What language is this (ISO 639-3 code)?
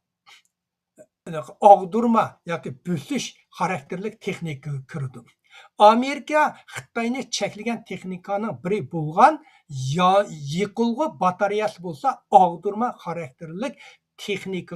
uig